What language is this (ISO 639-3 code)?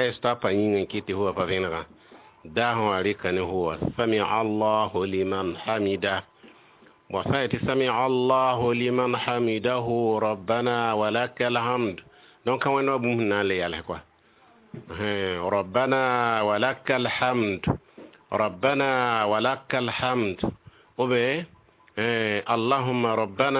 mos